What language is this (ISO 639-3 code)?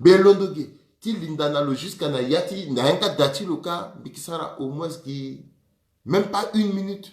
sag